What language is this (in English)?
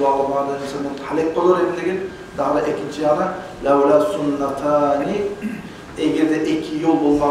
Kumyk